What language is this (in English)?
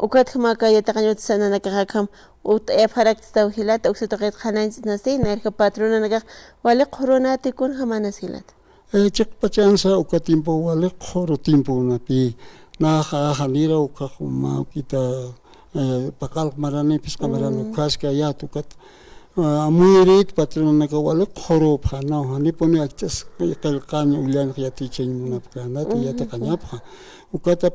Aymara